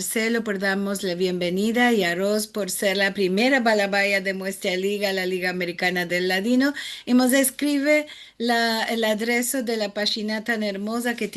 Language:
Ladino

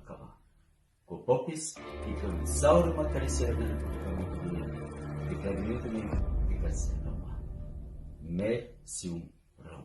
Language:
Balkan Romani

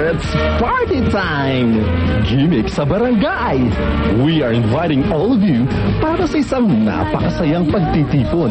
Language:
Filipino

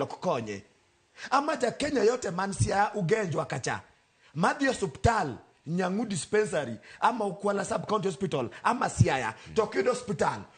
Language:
Luo (Kenya and Tanzania)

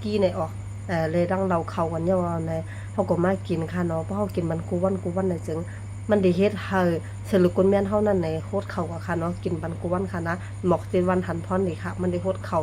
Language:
Shan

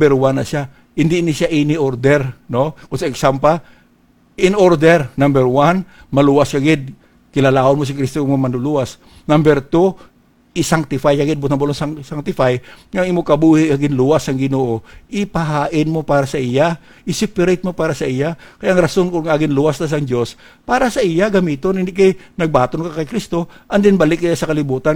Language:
Hiligaynon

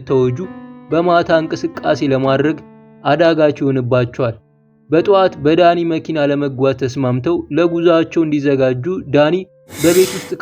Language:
Amharic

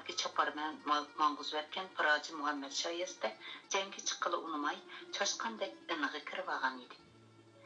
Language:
Uyghur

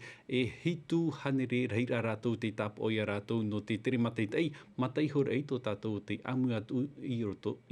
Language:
Tahitian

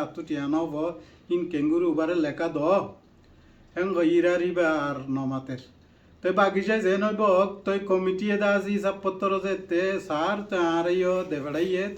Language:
Rohingya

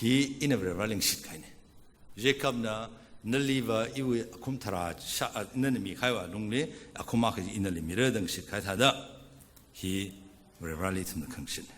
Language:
Tangkhul Naga (India)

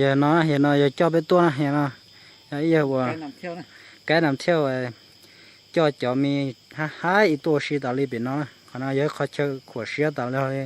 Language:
Hmong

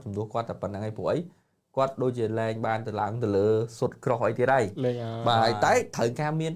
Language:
Khmer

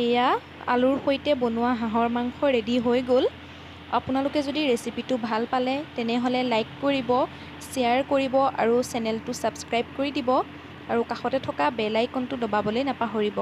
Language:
Assamese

